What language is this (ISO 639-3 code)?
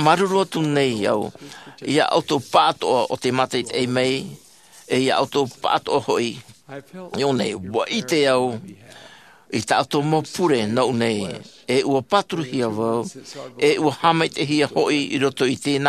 tah